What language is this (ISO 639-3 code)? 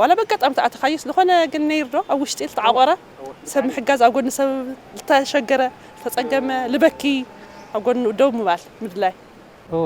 tir